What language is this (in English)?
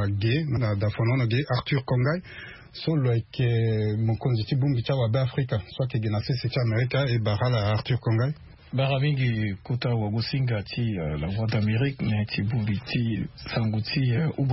Sango